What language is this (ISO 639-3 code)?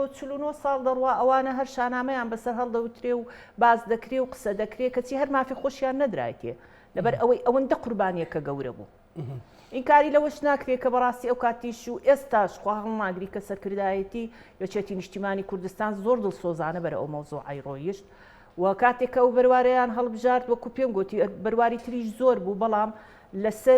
ckb